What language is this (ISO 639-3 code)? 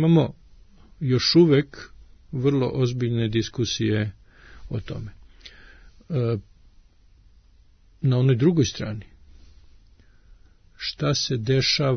srp